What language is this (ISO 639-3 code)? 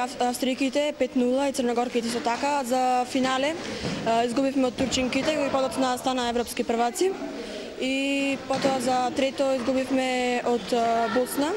mkd